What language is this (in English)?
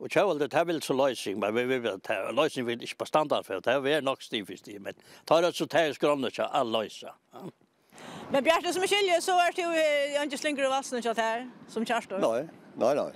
Faroese